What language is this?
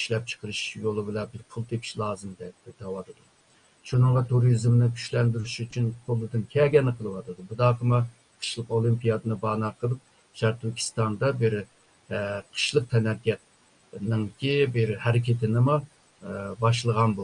Uyghur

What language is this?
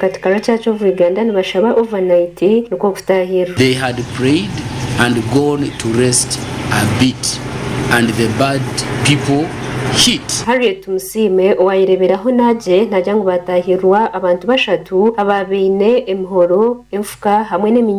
Nyankole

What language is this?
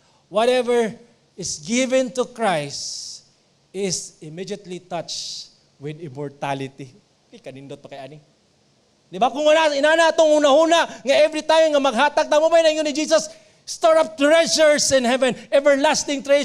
Cebuano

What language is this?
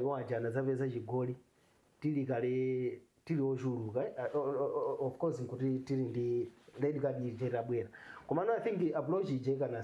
Nyanja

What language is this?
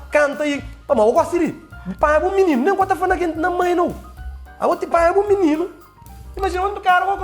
Kabuverdianu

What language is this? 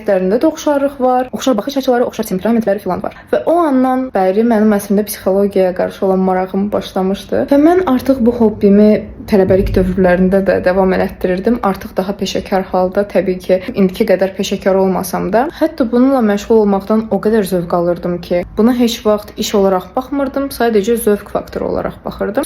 Azerbaijani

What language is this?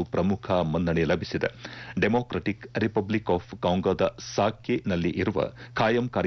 Kannada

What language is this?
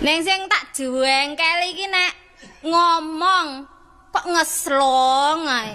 Javanese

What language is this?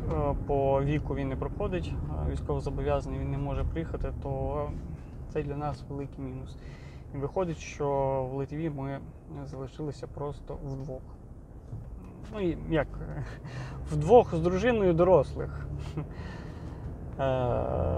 Ukrainian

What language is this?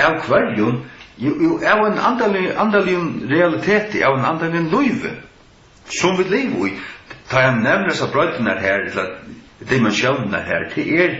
Faroese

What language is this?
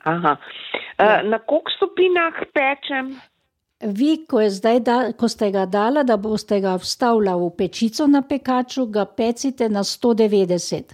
Slovenian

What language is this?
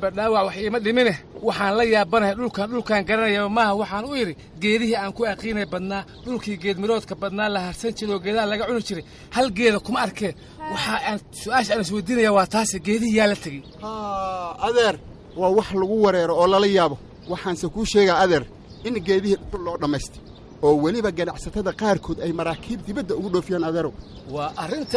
Somali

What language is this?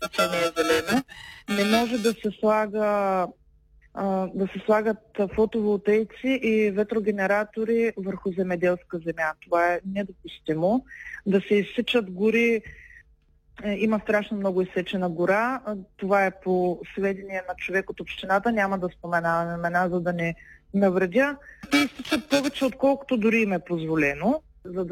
Bulgarian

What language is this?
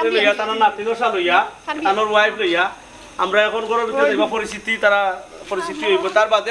Sylheti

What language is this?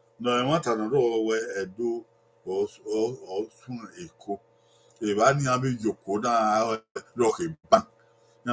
Bini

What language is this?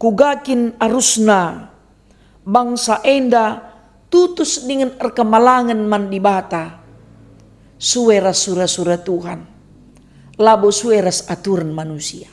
Batak Karo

